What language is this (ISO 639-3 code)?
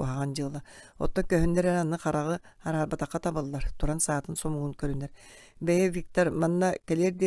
sah